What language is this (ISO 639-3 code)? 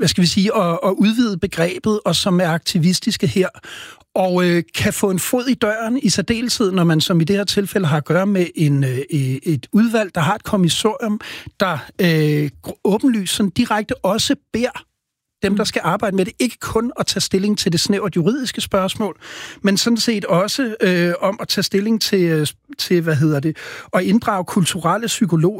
dan